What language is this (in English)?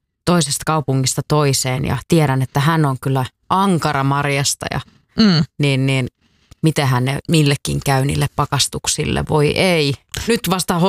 Finnish